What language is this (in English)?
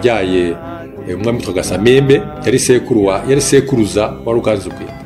Kinyarwanda